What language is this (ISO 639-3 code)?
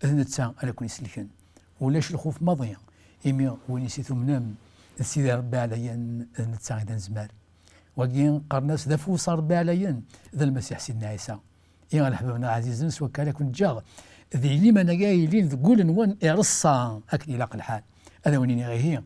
kab